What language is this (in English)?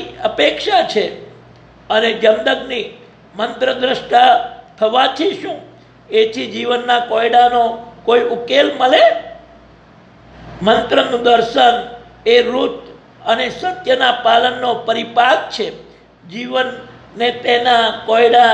Gujarati